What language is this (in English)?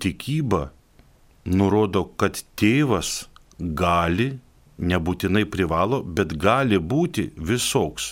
Lithuanian